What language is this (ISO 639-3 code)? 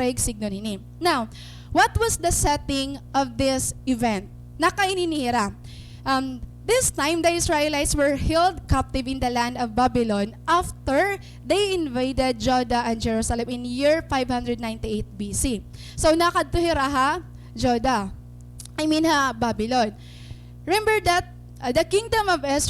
war